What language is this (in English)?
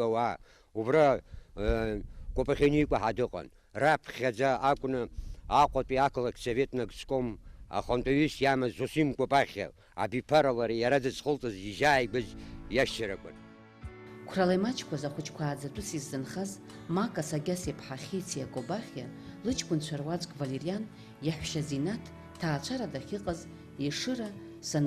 Abkhazian